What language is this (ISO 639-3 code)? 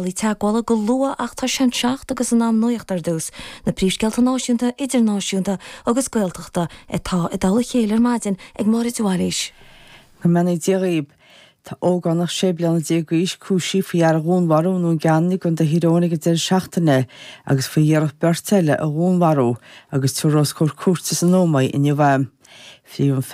gle